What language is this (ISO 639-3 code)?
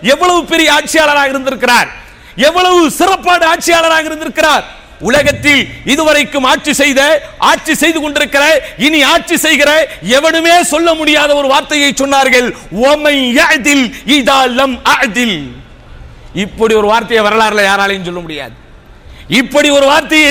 tam